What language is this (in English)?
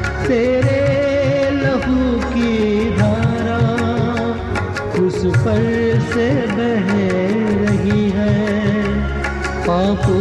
Marathi